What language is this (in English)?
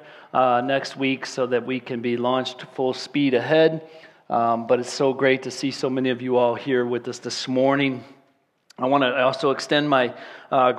English